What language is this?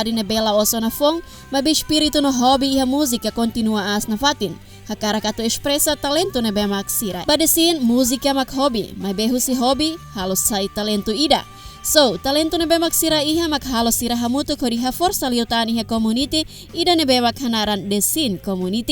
Tetum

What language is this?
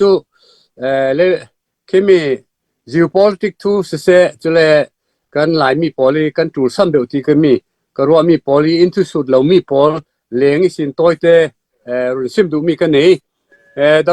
Falam Chin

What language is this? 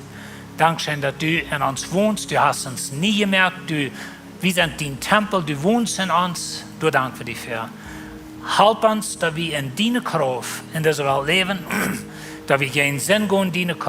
Plautdietsch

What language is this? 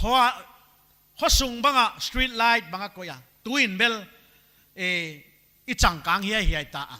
Paite Chin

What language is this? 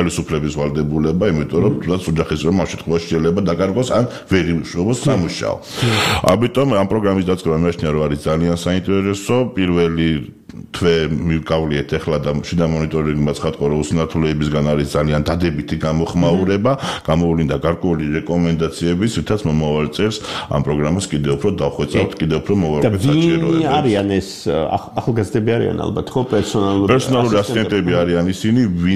Georgian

